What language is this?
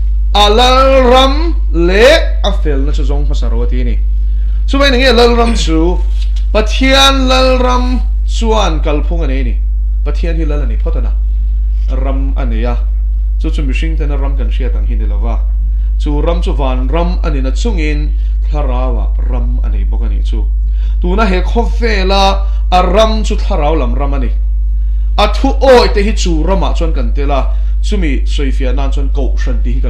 Mizo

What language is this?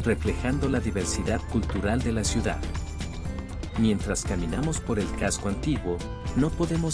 Spanish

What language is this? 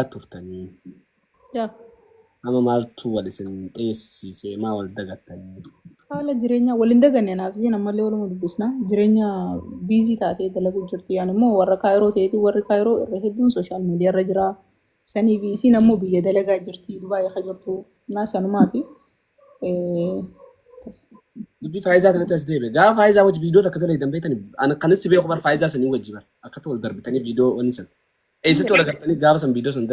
Oromo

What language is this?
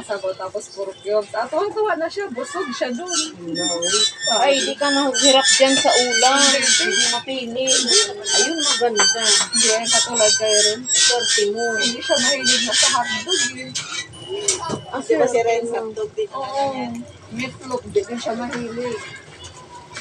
Filipino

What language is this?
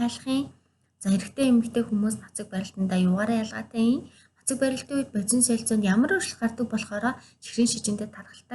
Mongolian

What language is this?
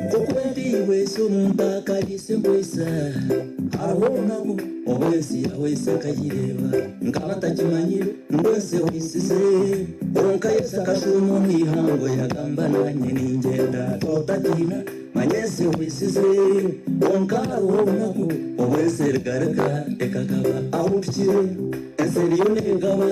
Nyankole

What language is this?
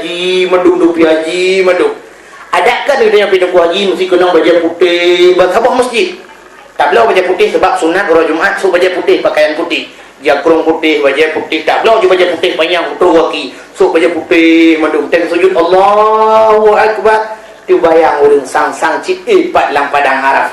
Achinese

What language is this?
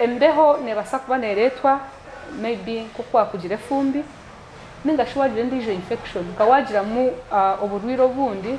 Nyankole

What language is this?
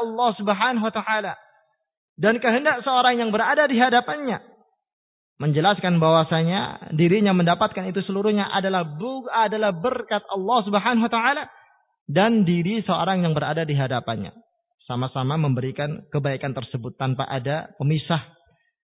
Indonesian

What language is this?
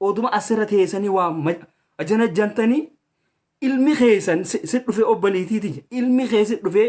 Oromo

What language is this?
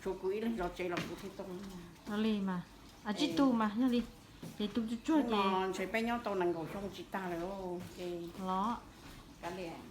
Hmong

